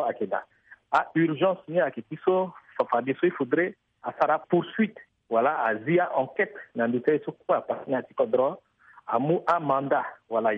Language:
Sango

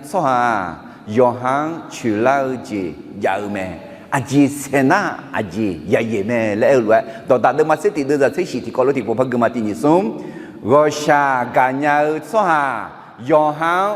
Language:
Akha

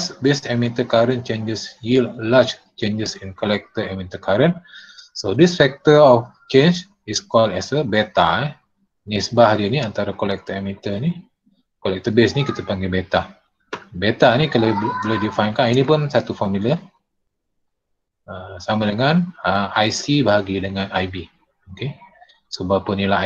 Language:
Malay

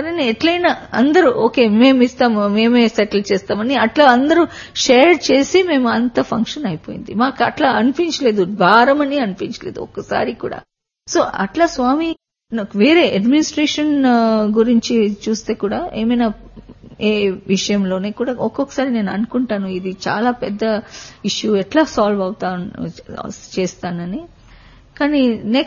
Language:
Telugu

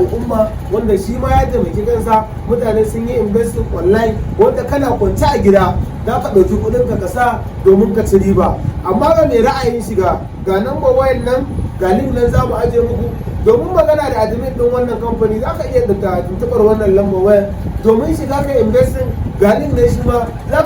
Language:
Hausa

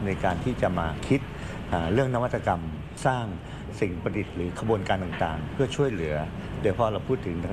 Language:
Thai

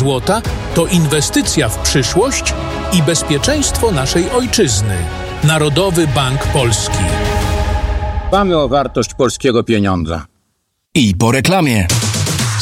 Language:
Polish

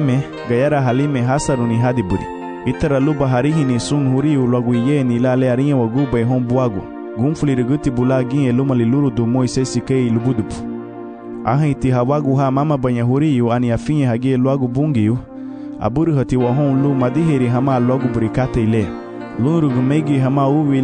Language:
Garifuna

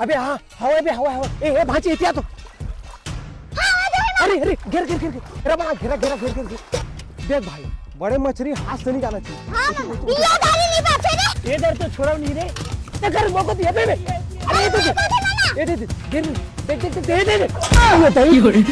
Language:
Chhattisgarhi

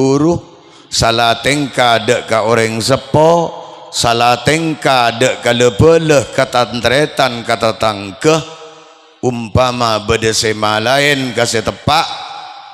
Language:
Madurese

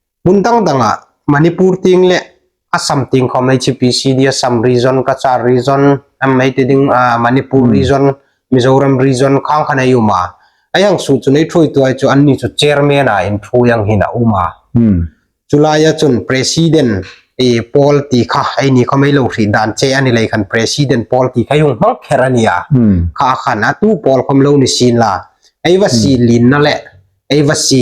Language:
Hmar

